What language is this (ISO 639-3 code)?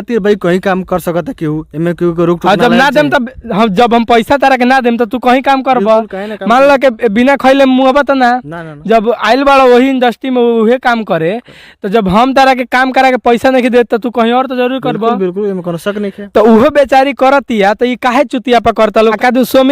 bho